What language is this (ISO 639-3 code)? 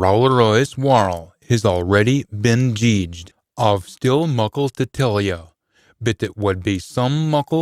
sco